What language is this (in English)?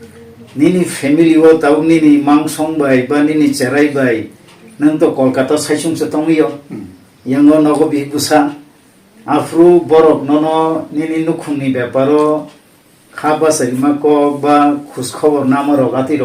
Kok Borok